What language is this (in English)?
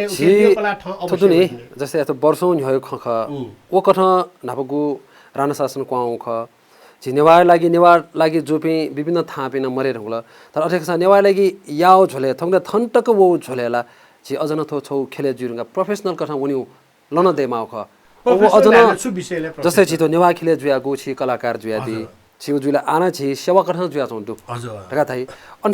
Newari